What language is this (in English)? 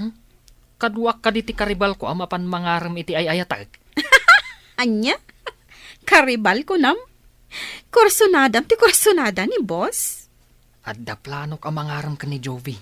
Iloko